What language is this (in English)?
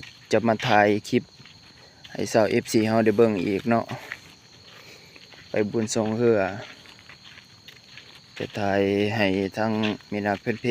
Lao